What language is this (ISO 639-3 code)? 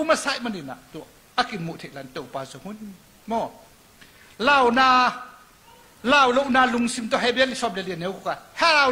ctd